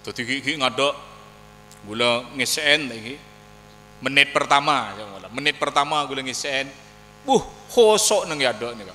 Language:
Madurese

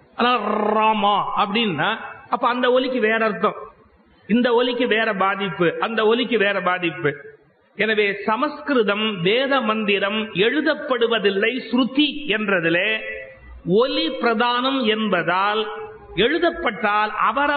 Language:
Tamil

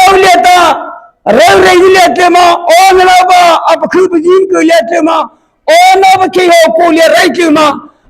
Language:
Mara Chin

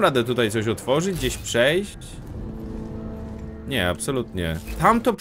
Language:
Polish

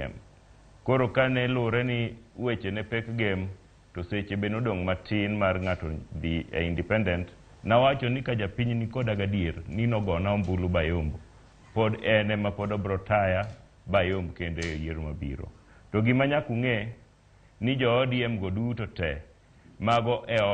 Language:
Luo (Kenya and Tanzania)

